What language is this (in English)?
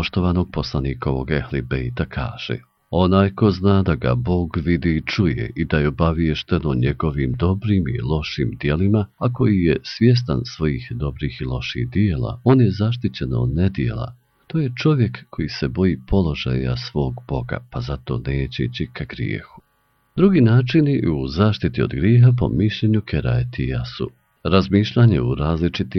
Bosnian